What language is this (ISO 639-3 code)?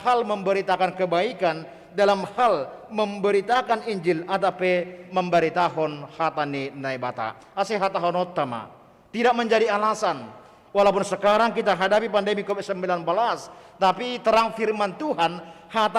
bts